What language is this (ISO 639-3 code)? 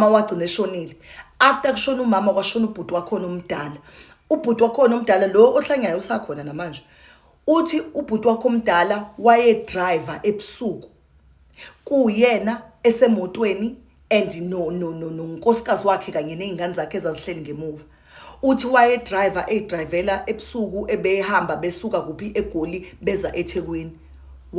zul